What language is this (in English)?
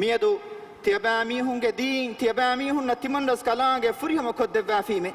Divehi